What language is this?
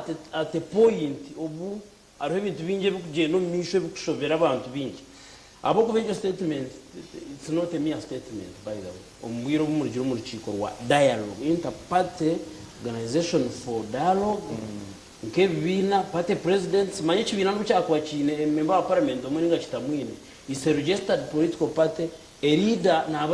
Nyankole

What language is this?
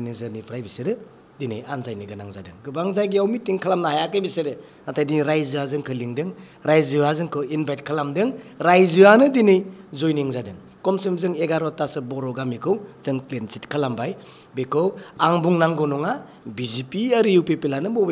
Bodo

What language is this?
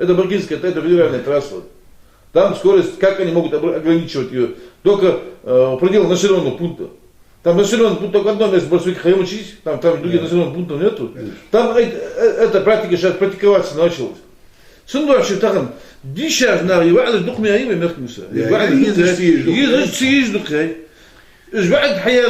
Ingush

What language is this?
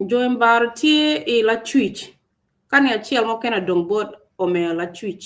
Acoli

